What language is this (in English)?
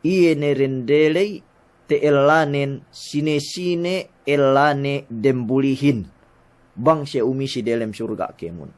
Yakan